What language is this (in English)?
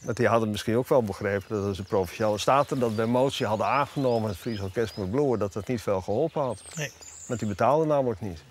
Western Frisian